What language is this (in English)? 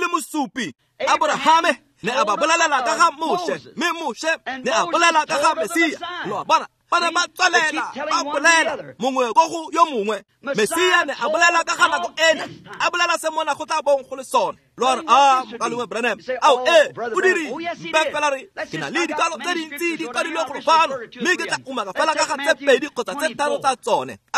Tswana